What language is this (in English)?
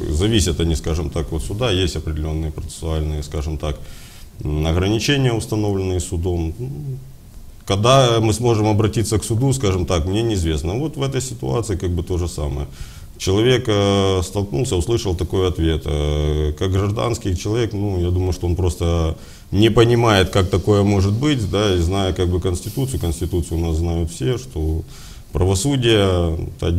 Russian